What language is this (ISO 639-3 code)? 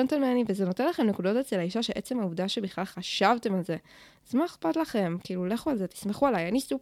heb